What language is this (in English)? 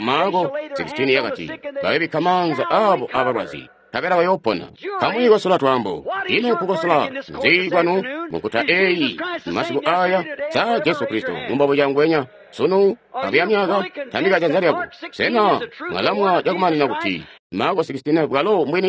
Tonga (Zambia)